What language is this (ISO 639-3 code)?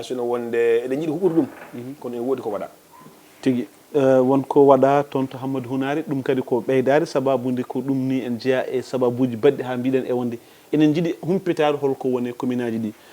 ful